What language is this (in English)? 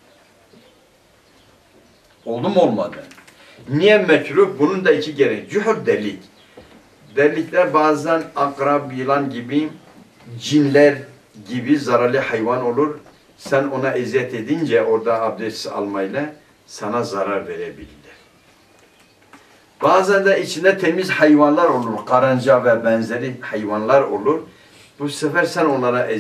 Turkish